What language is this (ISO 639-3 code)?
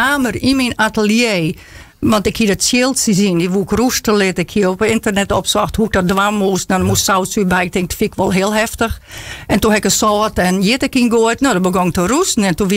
fry